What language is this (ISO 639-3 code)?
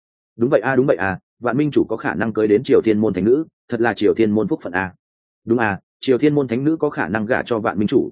vie